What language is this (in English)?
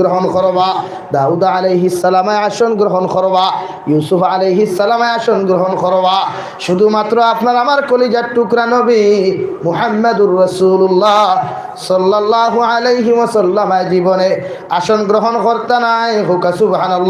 Sylheti